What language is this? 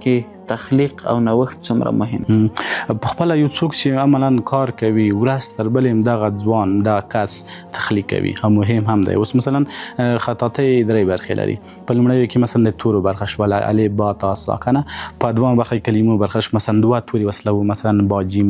Pashto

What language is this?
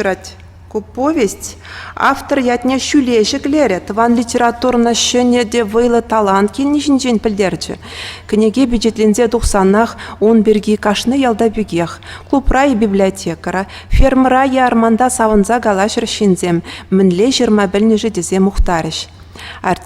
Chuvash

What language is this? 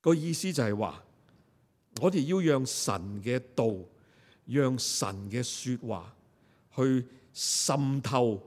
Cantonese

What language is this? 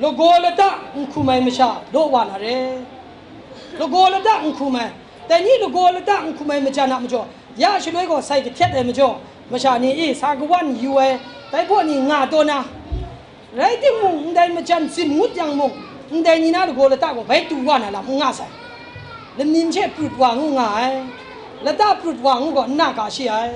Kachin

